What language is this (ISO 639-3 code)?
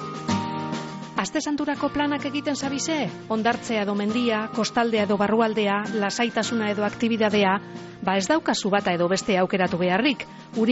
eus